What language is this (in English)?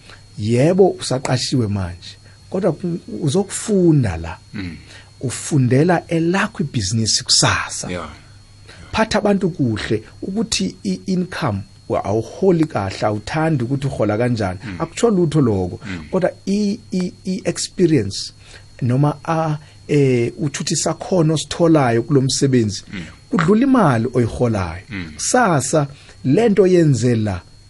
South Ndebele